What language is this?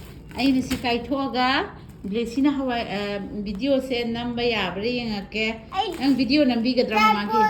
Manipuri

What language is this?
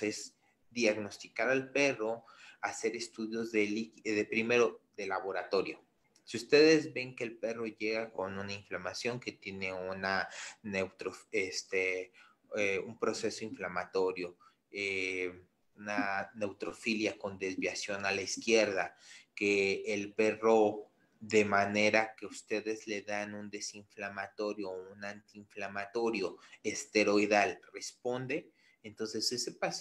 Spanish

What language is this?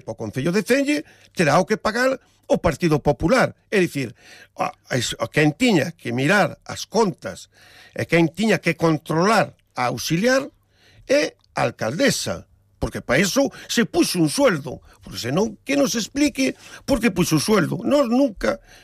Galician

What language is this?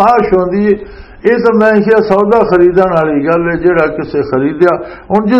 Western Panjabi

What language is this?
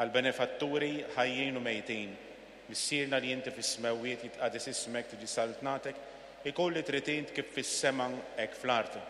Maltese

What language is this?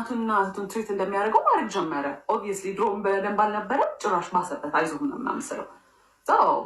Amharic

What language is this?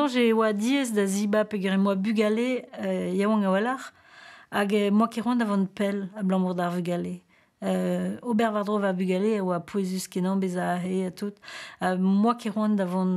Breton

